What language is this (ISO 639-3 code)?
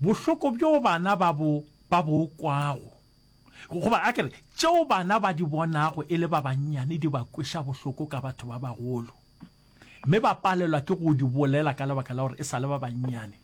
nso